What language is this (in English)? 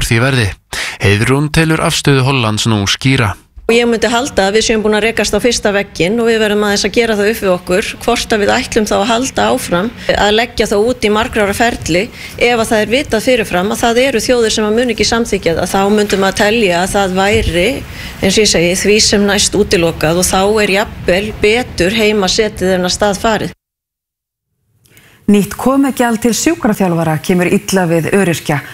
Icelandic